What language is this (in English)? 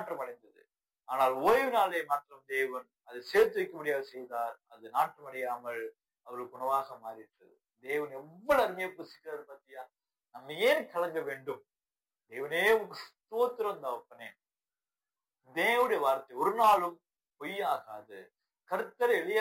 Tamil